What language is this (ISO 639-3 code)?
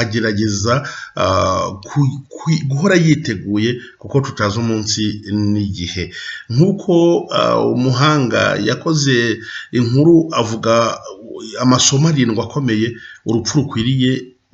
kin